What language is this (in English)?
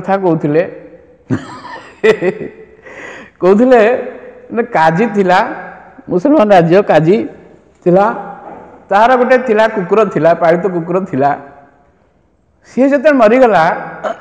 Odia